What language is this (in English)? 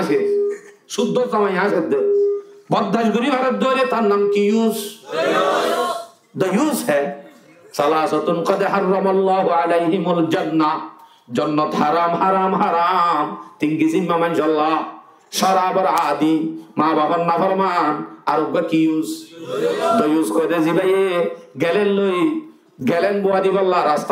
Rohingya